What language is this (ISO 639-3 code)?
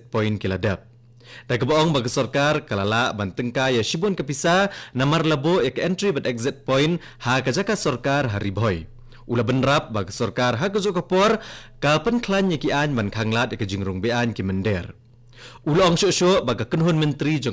kha